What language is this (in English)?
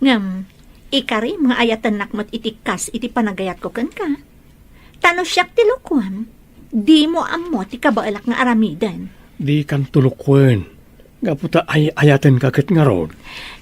Iloko